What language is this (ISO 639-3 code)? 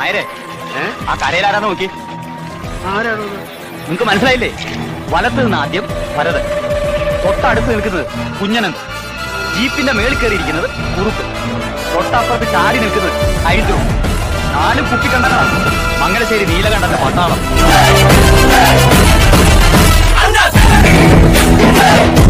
mal